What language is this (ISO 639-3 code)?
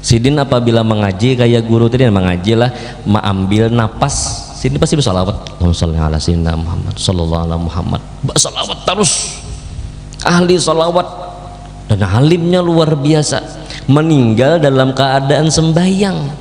bjn